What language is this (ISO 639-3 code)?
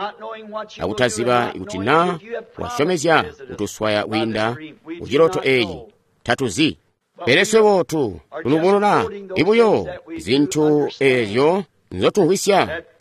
toi